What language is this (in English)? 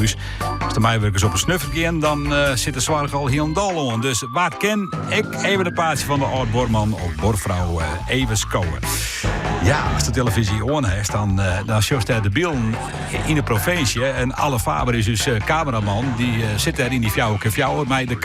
Western Frisian